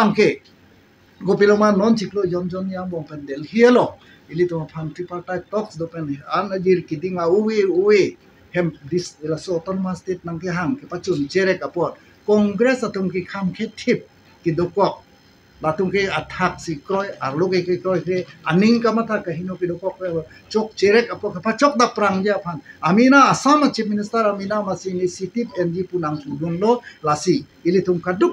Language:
Karbi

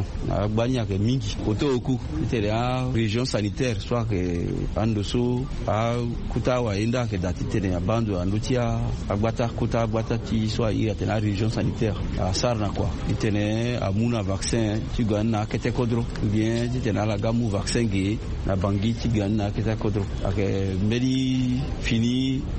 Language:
Sango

